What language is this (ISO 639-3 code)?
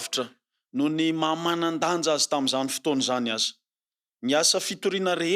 mlg